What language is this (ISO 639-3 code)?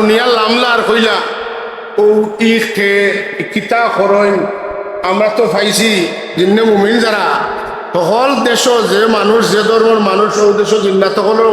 syl